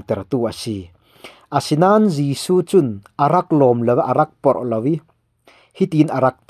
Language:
Falam Chin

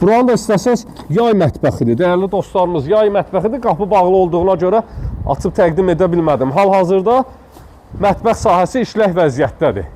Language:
Azerbaijani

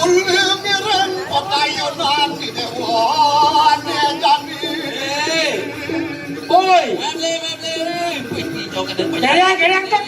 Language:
Balinese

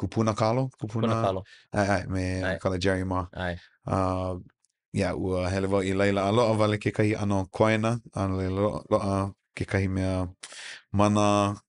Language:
Hawaiian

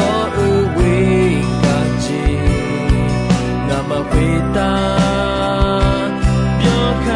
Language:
Akha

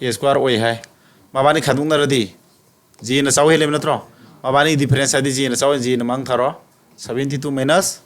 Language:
Manipuri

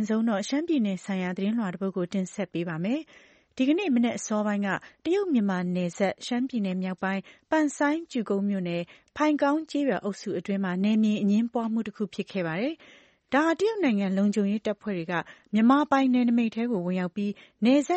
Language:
Burmese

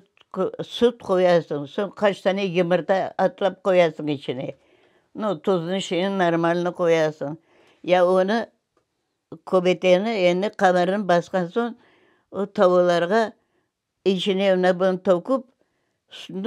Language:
Crimean Tatar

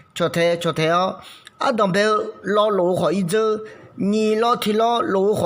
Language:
Akha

